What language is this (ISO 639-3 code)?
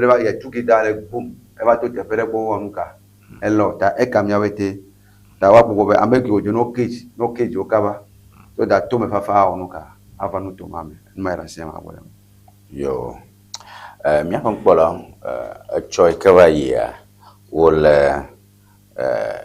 ewe